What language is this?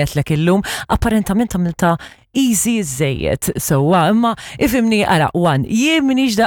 Maltese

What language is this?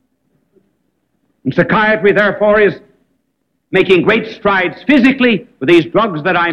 English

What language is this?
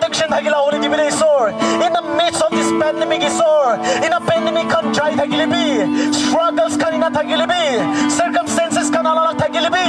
Naga Pidgin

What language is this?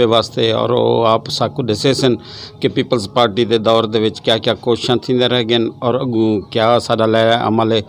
Saraiki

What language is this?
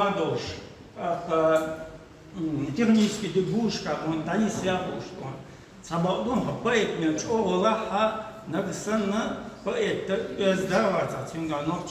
Chechen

